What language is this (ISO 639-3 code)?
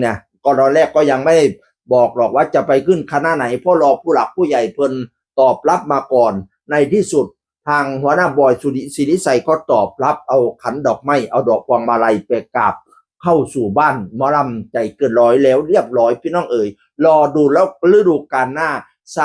tts